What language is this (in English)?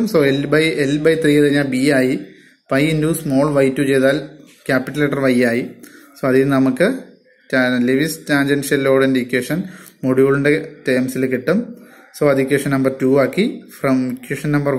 Malayalam